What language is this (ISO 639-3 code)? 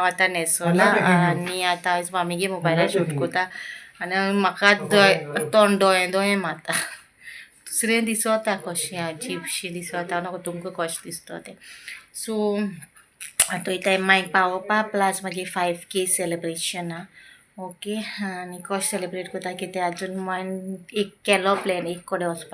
kok